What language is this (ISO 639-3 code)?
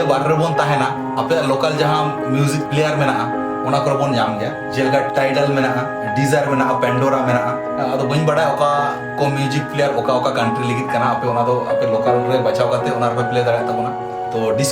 sat